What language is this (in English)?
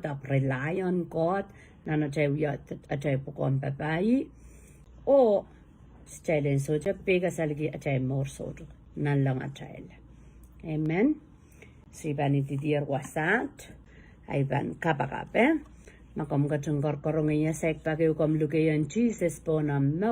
Pohnpeian